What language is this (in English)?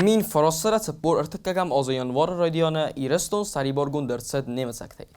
Ossetic